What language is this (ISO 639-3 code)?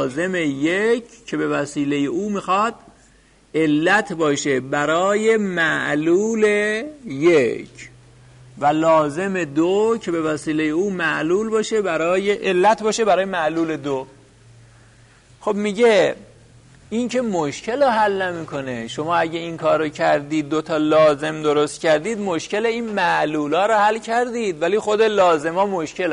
fas